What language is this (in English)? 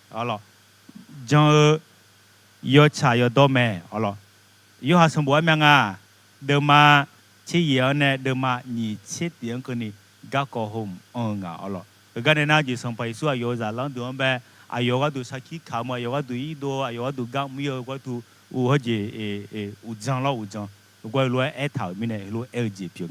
Akha